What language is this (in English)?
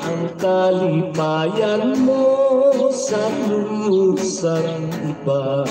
Hiligaynon